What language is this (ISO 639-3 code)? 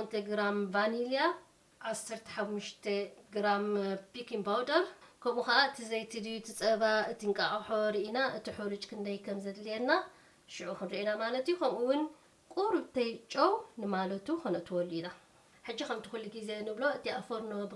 tir